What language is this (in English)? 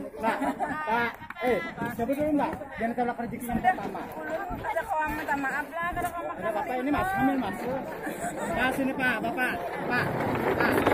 Banjar